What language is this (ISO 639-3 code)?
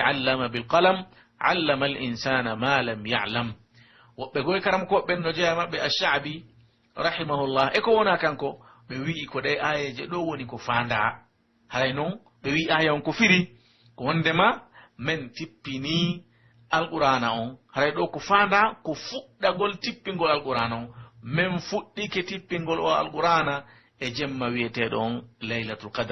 fuf